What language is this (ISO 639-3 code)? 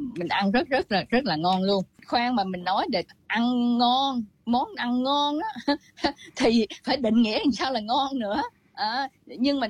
vie